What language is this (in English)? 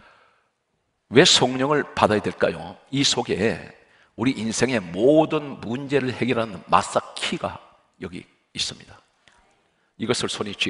Korean